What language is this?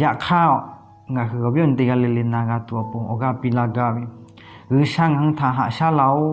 Lahu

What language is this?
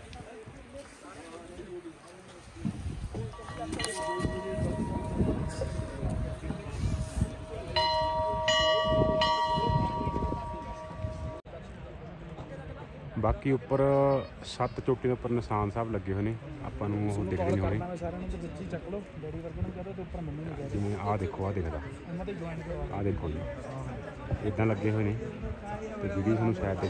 Punjabi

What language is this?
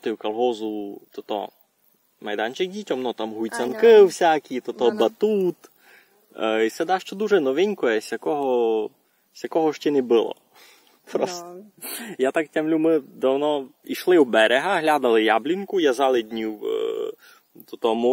Rusyn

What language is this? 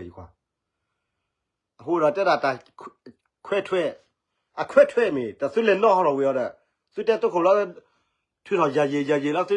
S'gaw Karen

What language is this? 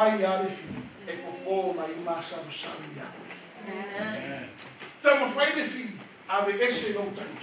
Samoan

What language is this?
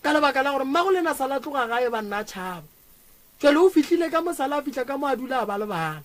Northern Sotho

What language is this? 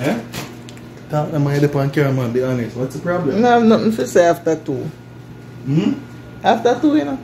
Jamaican Creole English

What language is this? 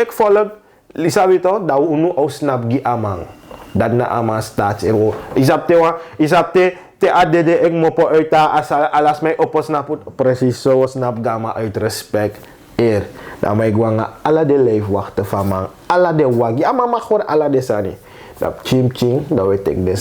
Sranan Tongo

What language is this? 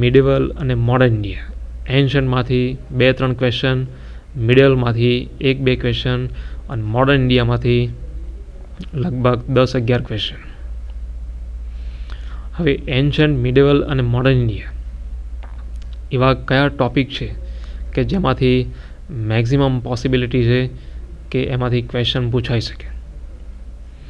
Gujarati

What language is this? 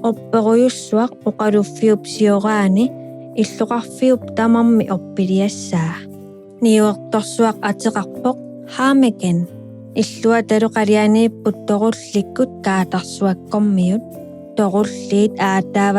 Kalaallisut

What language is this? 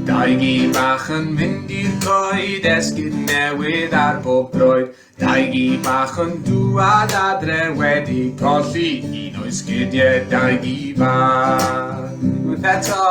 Welsh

